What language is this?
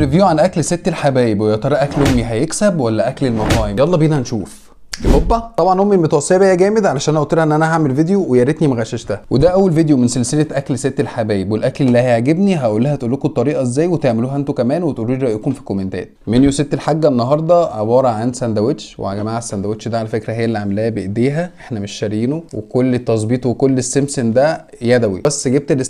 Egyptian Arabic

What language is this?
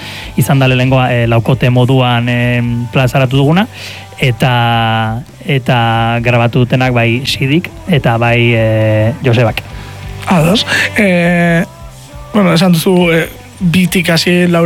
Basque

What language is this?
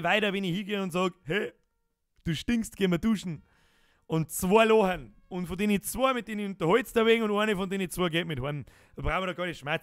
Bavarian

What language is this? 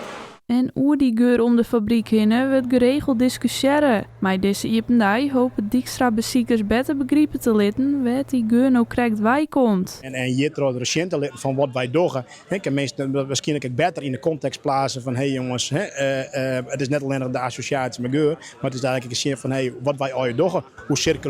Western Frisian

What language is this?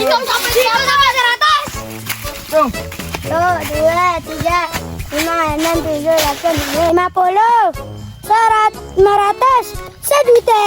Banjar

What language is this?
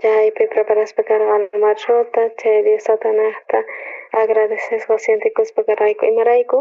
South Bolivian Quechua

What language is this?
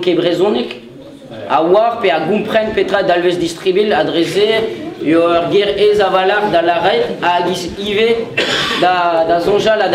Breton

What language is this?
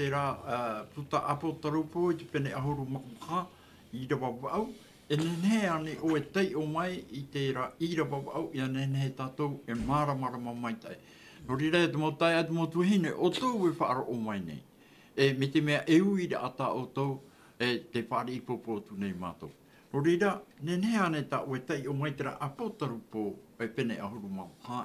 Tahitian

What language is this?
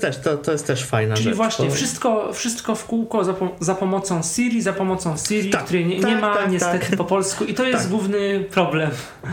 Polish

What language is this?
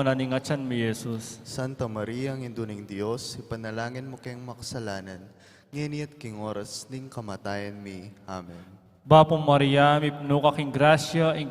Pampanga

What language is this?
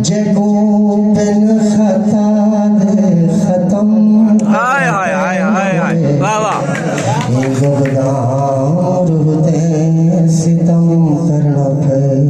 Saraiki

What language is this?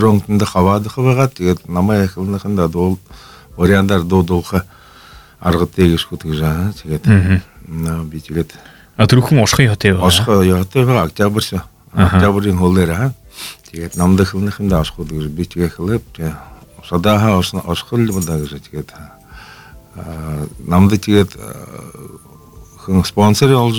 Buriat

